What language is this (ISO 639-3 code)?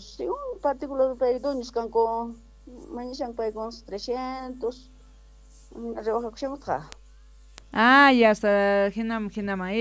quh